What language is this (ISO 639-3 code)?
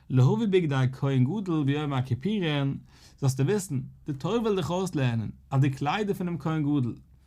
yid